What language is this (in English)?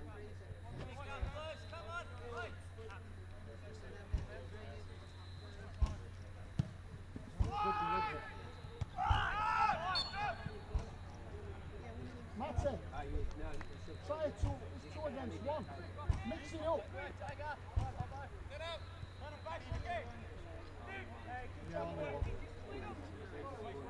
English